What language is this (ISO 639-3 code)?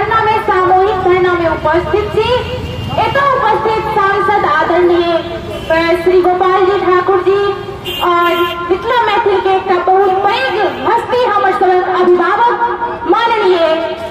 mai